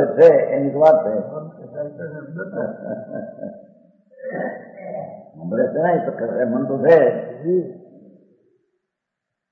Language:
Gujarati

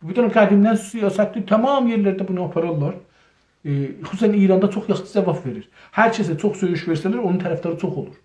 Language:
South Azerbaijani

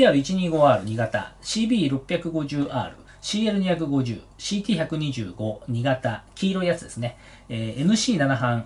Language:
Japanese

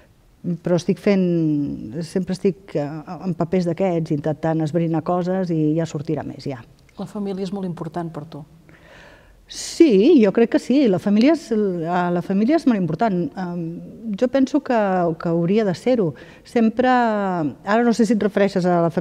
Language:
Catalan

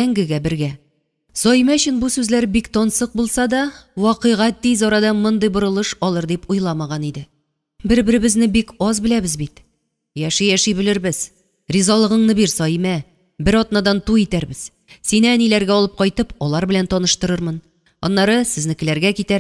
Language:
Tatar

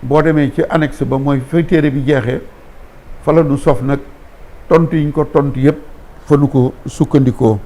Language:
Wolof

